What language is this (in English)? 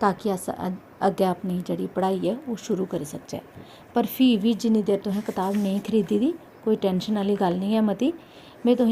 Dogri